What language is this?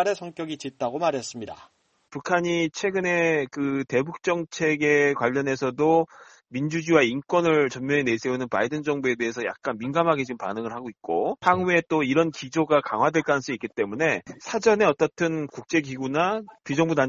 Korean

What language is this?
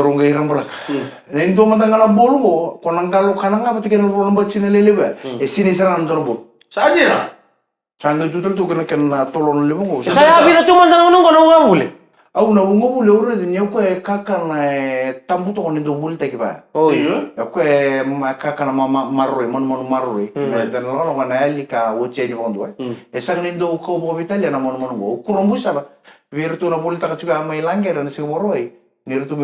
Fijian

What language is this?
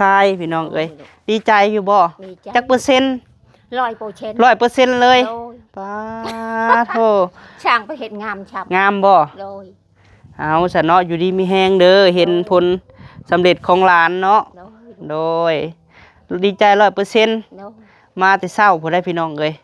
Lao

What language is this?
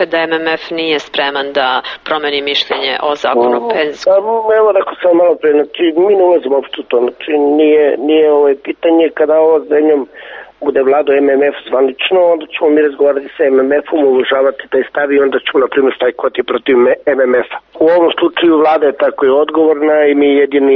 Serbian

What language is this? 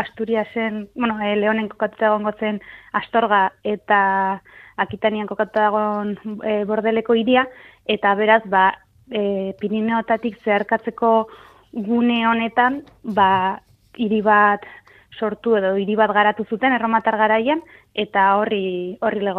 Basque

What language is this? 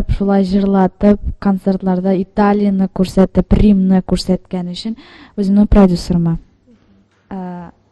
Tatar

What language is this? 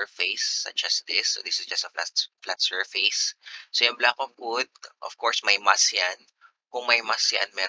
Filipino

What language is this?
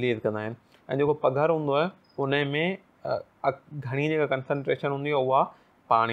Sindhi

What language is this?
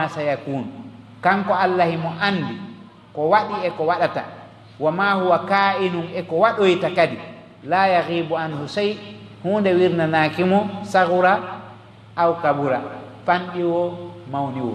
Fula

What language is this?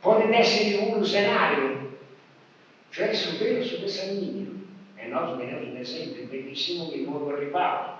Sardinian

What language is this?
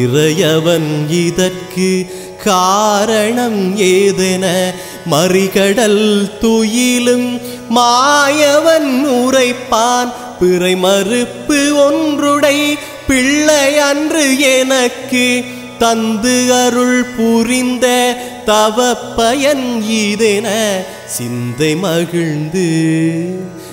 Tamil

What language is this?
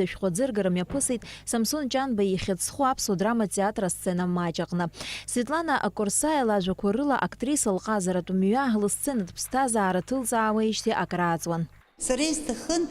Abkhazian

